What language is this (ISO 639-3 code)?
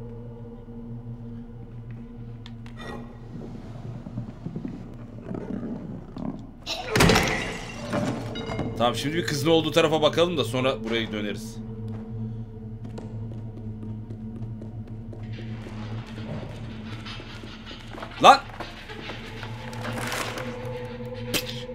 tur